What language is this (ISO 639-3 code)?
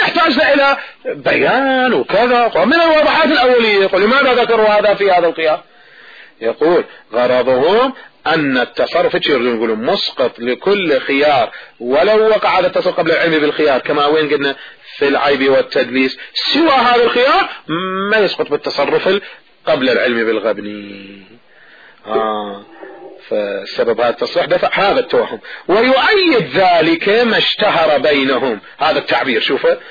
ara